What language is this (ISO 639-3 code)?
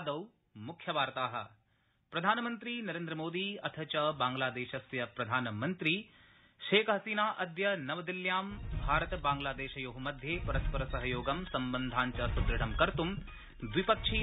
san